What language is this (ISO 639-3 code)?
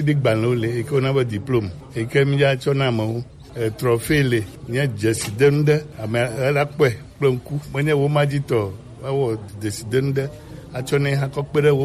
gej